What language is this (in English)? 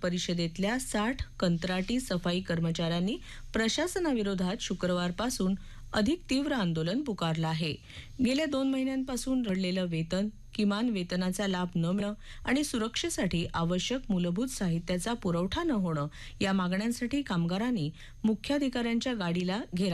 Marathi